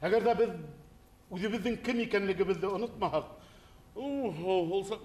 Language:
Bashkir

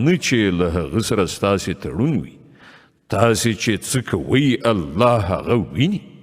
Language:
Pashto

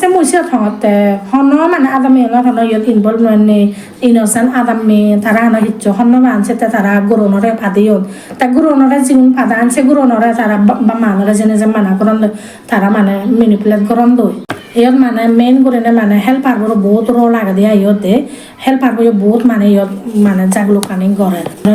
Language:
Chakma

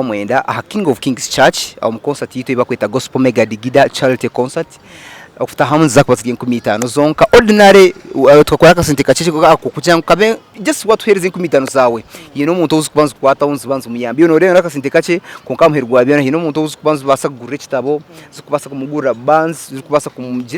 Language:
Nyankole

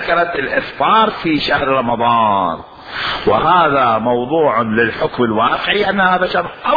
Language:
Mesopotamian Arabic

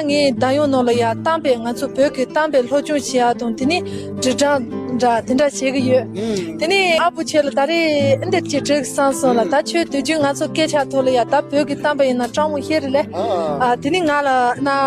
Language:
Tibetan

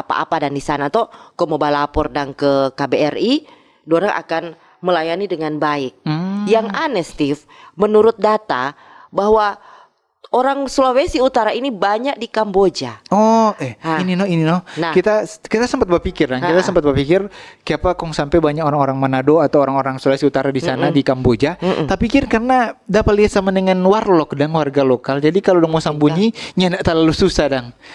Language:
Manado Malay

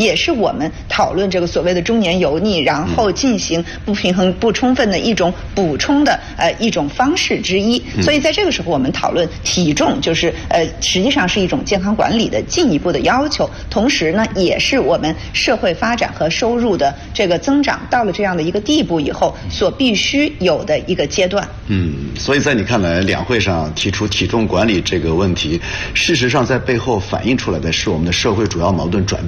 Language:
Chinese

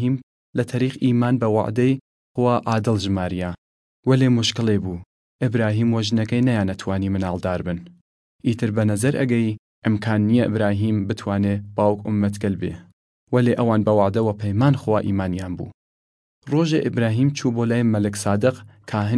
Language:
Southern Kurdish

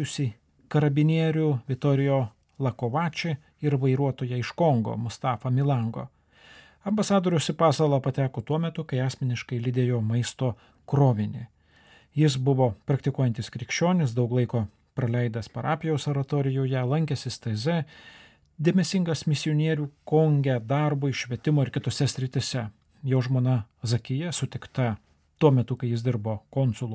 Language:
Lithuanian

